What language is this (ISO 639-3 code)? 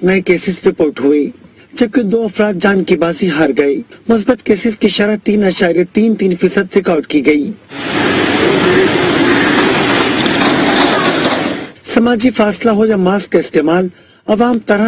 urd